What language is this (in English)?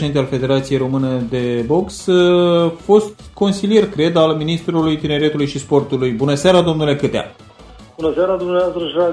Romanian